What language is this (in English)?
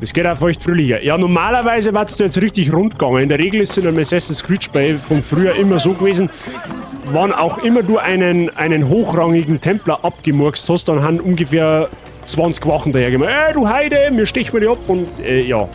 Bavarian